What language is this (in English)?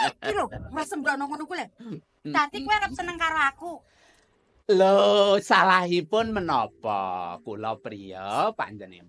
Javanese